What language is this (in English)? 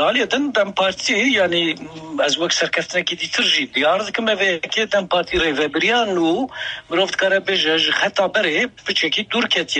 Kurdish